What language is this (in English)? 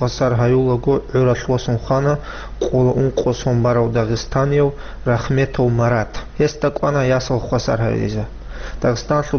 Avaric